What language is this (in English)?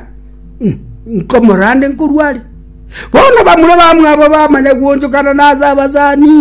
Gusii